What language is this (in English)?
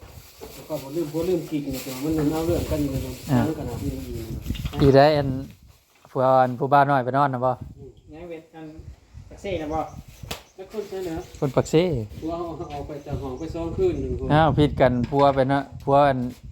Northeastern Thai